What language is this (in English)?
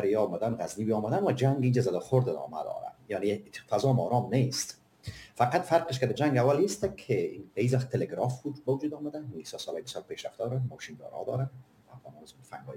Persian